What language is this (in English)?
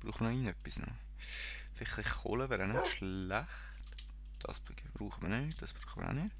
Swiss German